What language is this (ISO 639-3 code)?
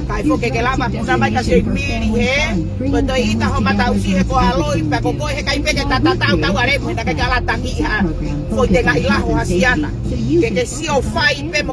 ton